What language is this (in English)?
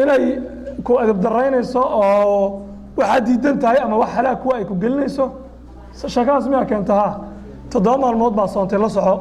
Somali